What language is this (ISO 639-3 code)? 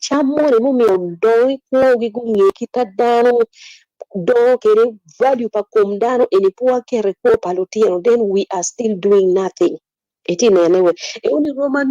ach